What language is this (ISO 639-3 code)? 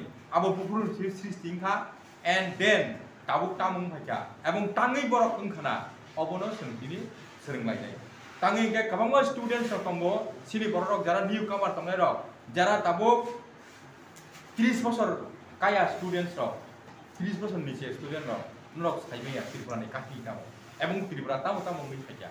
trp